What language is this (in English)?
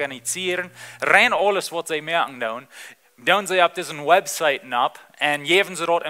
Plautdietsch